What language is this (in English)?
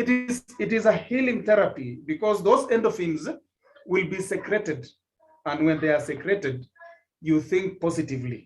Kalenjin